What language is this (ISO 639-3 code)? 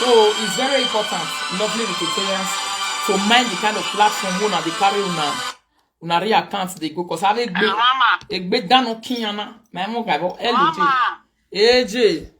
pcm